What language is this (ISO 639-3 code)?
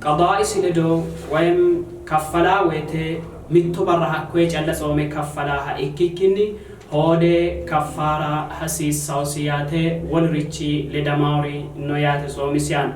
sid